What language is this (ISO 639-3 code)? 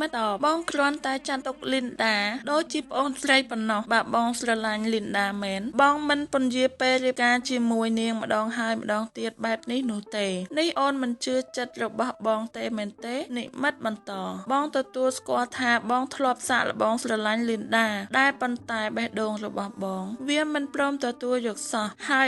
khm